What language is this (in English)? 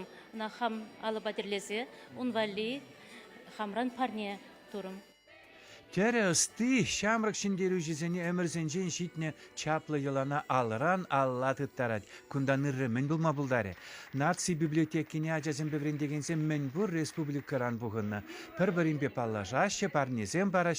Chuvash